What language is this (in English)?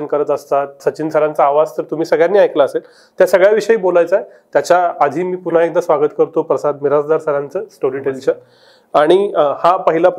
Marathi